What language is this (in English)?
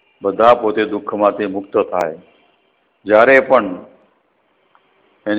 Gujarati